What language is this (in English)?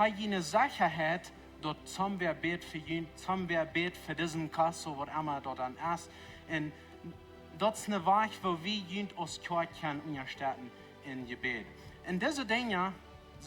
Plautdietsch